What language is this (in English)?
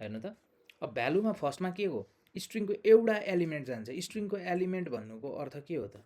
Nepali